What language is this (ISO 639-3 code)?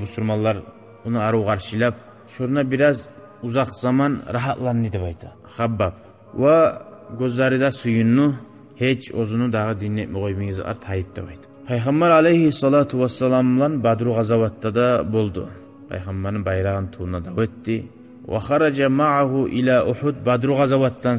kum